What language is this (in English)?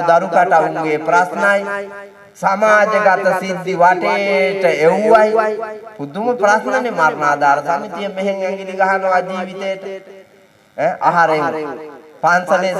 Sinhala